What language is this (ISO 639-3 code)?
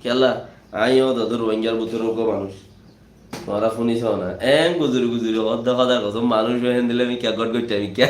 rhg